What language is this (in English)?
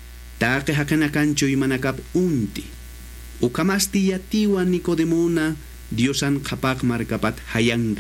Aymara